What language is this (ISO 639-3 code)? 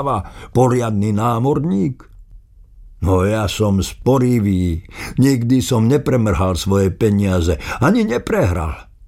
slk